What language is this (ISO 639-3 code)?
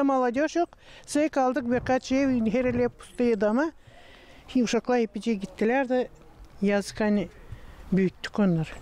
gag